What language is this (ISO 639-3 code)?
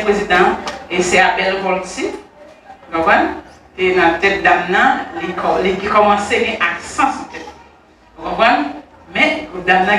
hat